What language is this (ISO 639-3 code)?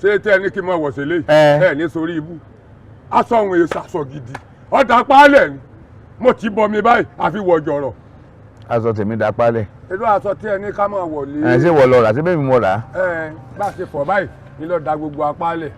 yor